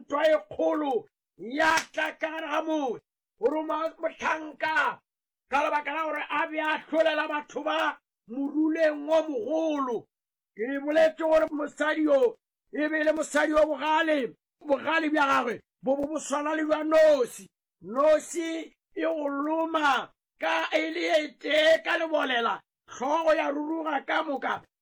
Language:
Northern Sotho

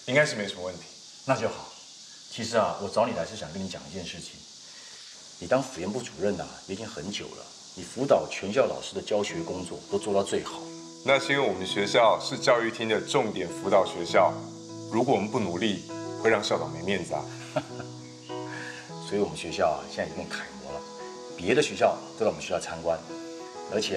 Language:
Chinese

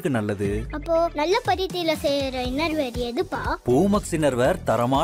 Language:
Tamil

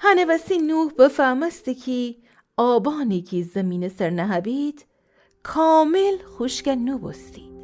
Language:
Gilaki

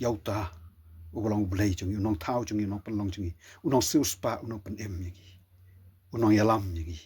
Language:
Khasi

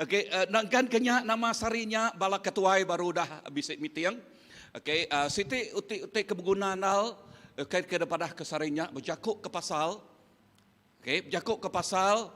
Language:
Iban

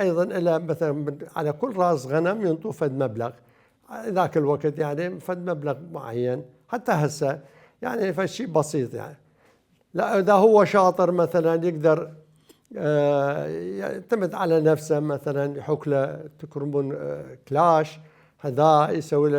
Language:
Mesopotamian Arabic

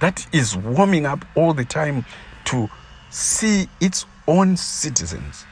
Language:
Shona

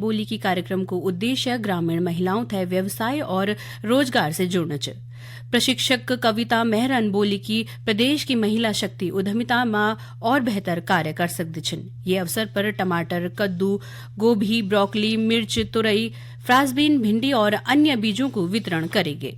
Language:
Garhwali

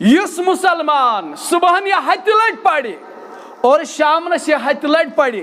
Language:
Kashmiri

